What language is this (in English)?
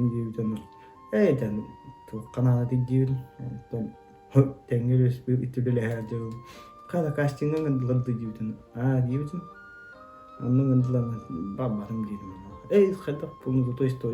Yakut